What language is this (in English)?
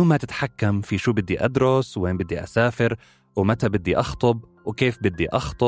North Levantine Arabic